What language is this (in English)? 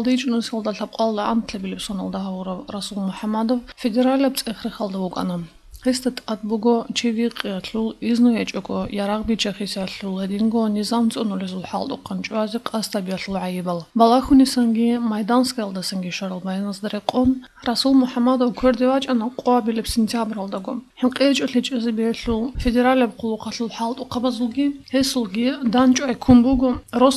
Avaric